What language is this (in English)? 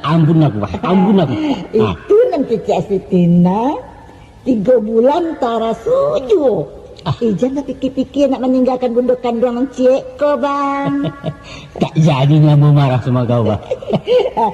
Minangkabau